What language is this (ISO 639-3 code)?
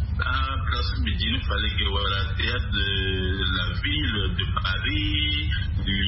sag